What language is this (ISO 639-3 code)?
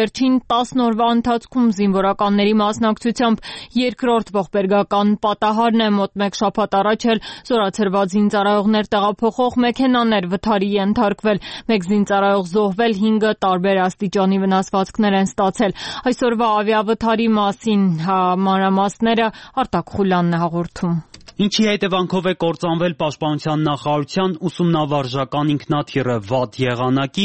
hye